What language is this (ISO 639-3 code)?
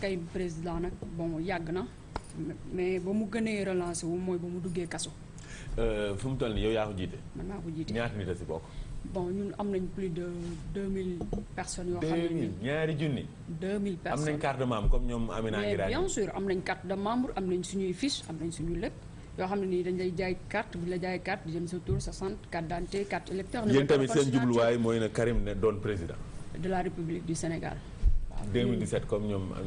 wol